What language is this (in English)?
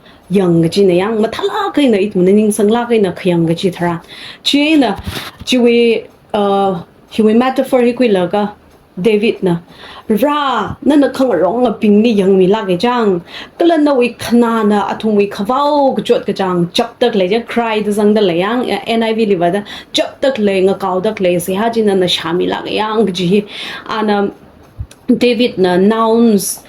Tangkhul Naga (India)